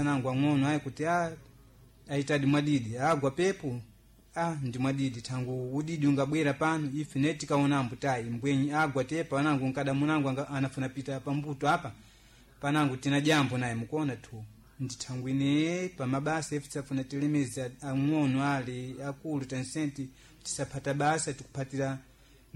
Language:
Sena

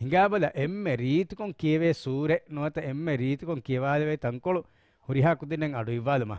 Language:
Divehi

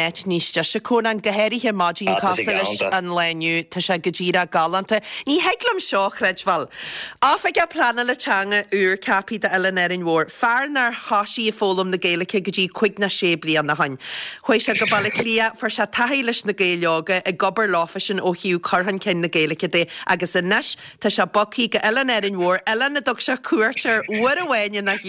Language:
Irish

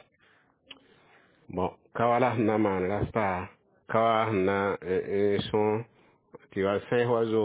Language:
Mossi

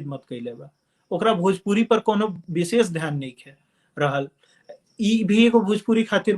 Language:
Bhojpuri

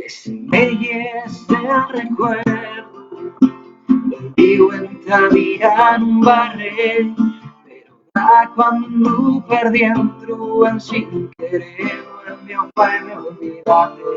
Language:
Asturian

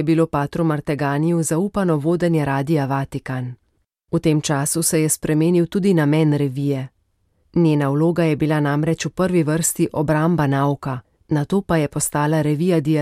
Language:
Slovenian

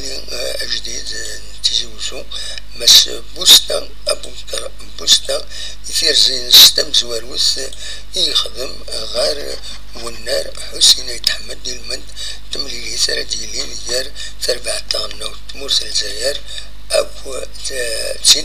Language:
Kabyle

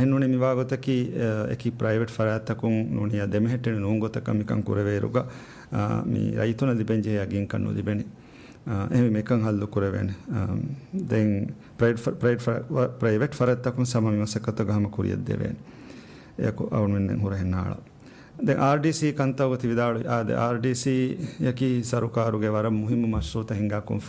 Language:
Divehi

